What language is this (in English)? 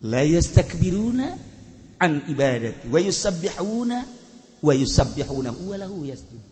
Sundanese